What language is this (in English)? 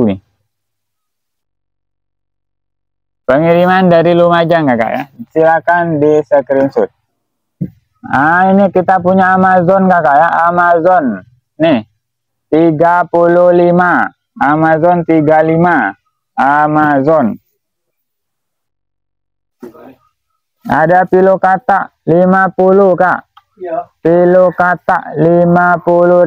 Indonesian